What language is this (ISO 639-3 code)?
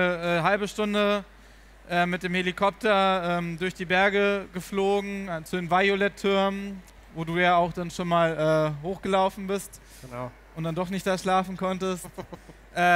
deu